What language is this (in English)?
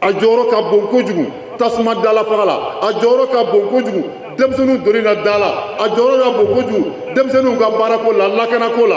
Bambara